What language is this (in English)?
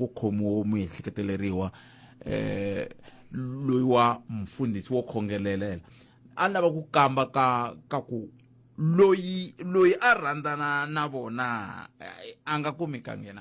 Tsonga